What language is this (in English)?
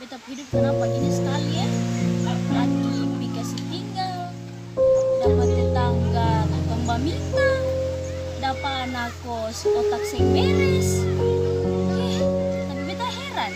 Ambonese Malay